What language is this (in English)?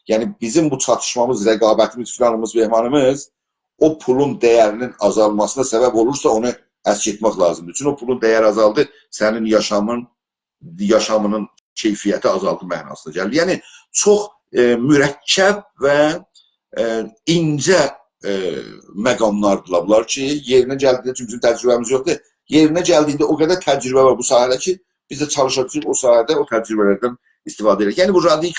South Azerbaijani